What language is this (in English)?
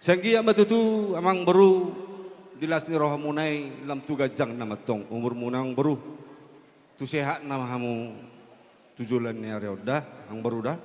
Batak Toba